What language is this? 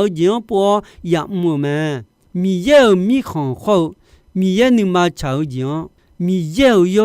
Akha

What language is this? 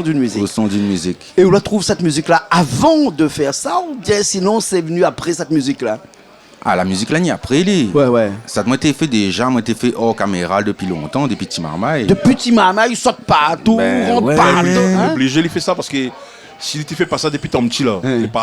Réunion Creole French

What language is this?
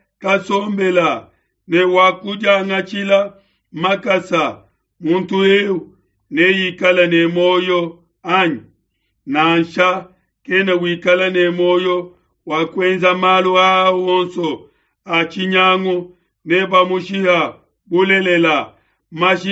Luba-Lulua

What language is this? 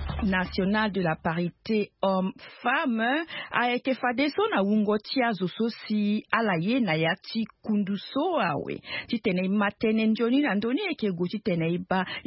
Sango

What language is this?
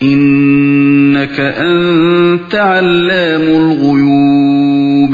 Uyghur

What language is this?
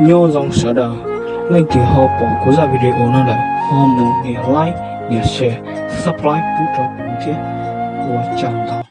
Hmong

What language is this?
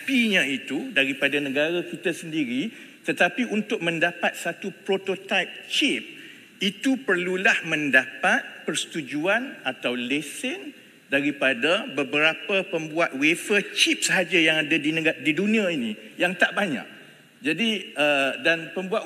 Malay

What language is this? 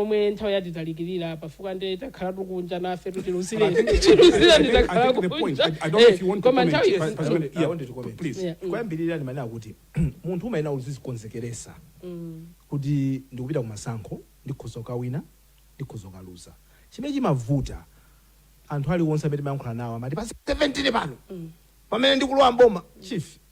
Nyanja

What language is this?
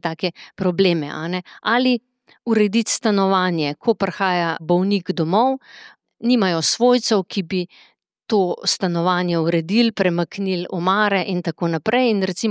Slovenian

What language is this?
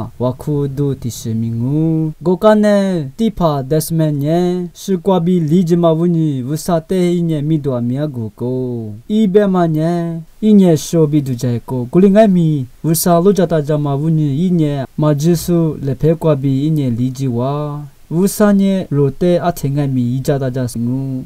Lisu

